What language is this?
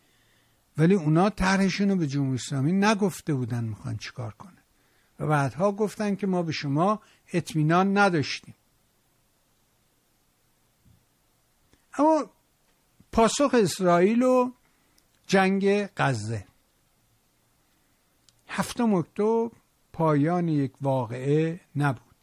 Persian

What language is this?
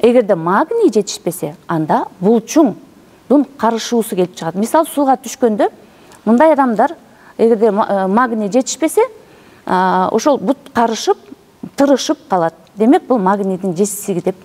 Kyrgyz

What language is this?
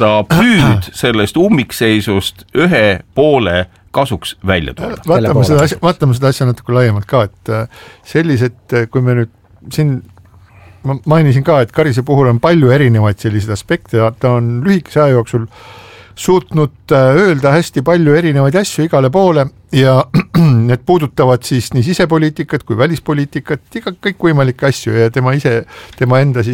Estonian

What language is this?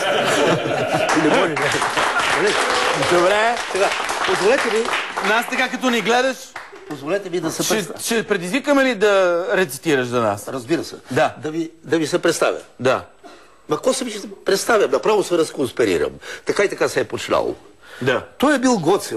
Bulgarian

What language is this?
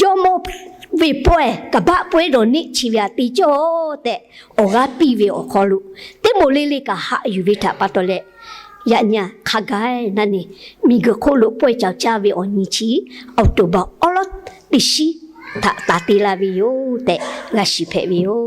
Lahu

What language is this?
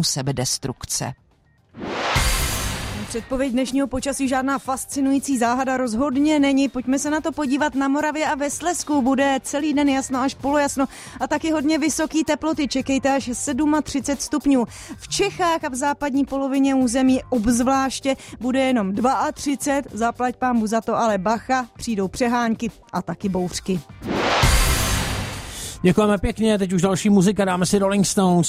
Czech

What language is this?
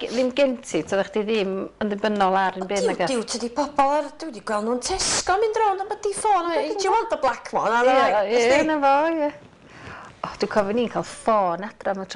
Welsh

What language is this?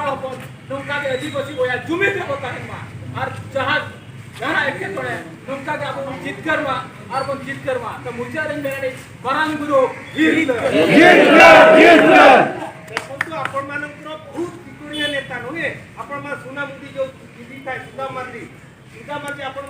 Santali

